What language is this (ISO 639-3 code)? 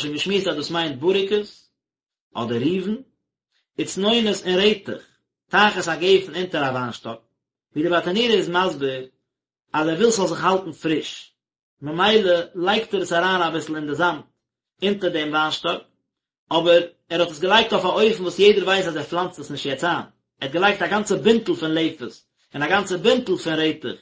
yid